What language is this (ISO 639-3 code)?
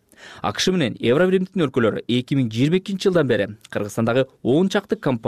kir